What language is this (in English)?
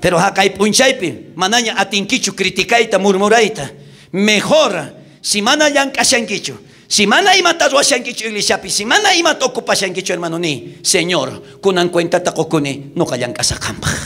South Bolivian Quechua